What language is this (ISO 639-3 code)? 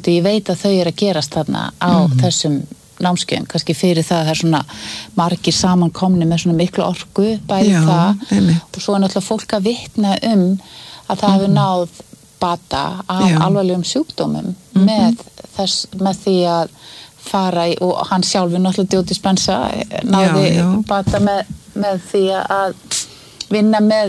isl